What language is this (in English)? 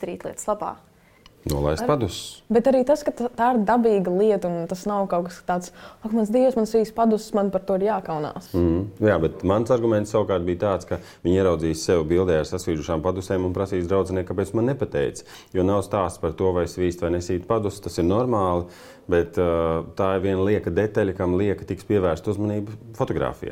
Latvian